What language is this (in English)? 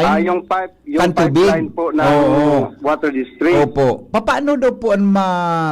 Bikol